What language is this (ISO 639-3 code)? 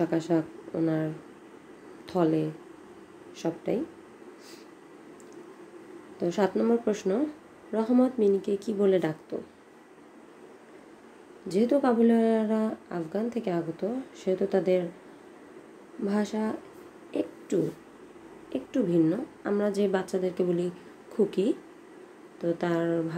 ben